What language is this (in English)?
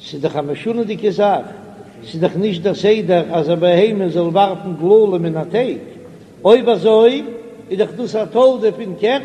Yiddish